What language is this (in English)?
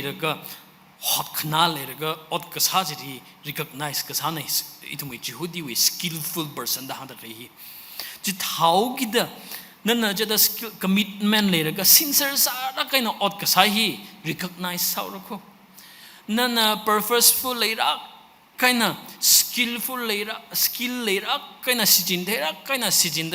Tangkhul Naga (India)